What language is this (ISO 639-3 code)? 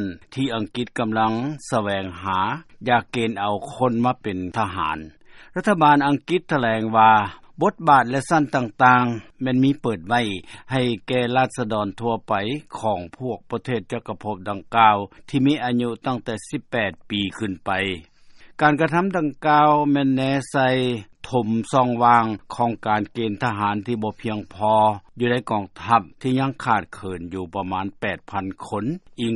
lao